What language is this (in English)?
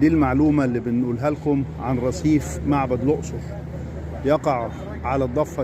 Egyptian Arabic